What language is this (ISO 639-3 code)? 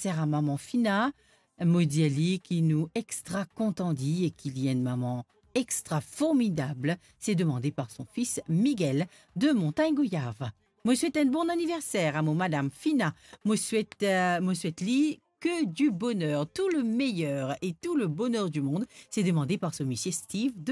mfe